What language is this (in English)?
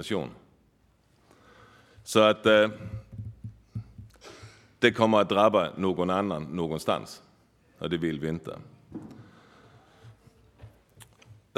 Swedish